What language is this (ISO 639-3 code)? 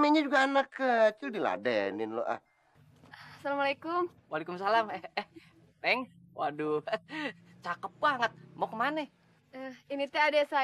bew